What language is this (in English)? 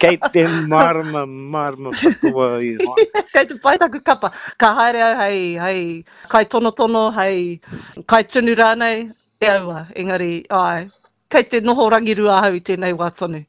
Māori